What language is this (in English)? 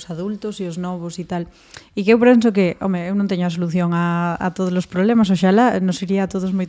Galician